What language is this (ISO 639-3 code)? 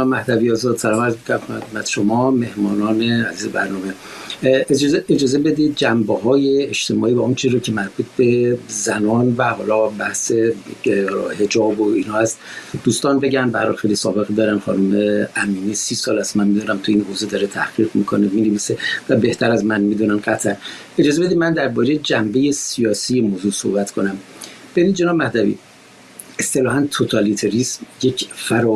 fas